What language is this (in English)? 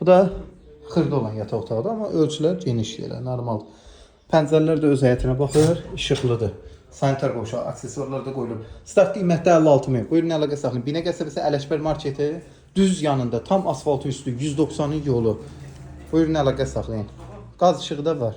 Azerbaijani